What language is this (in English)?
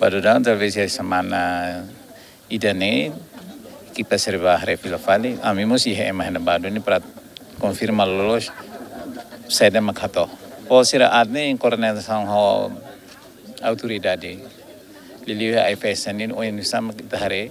Tetum